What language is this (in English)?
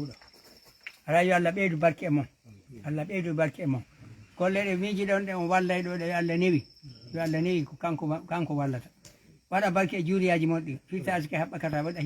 Fula